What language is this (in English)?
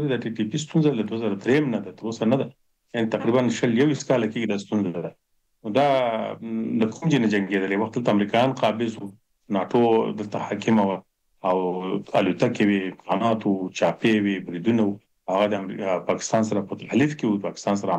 Pashto